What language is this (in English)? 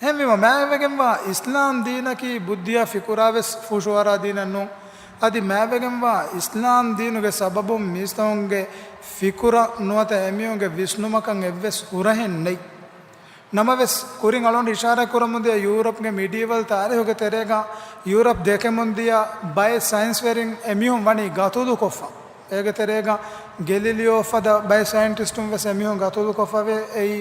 Divehi